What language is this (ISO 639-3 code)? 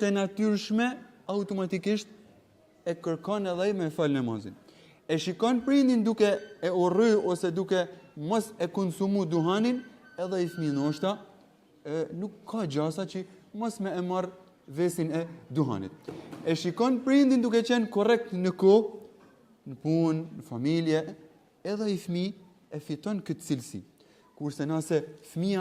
sqi